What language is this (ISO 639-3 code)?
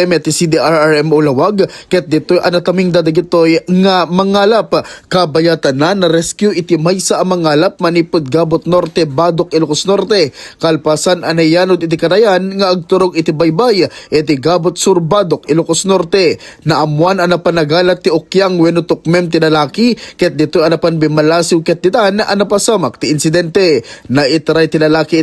ilo